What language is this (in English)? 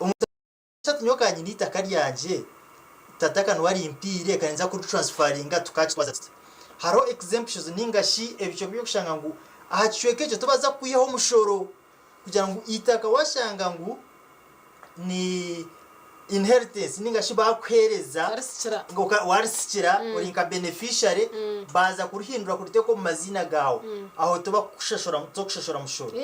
Nyankole